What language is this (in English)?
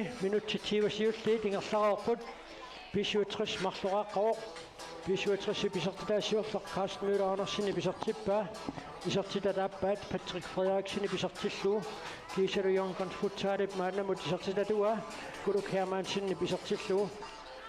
Kalaallisut